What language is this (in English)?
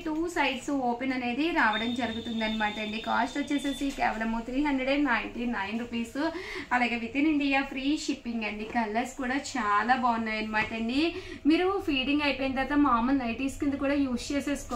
Telugu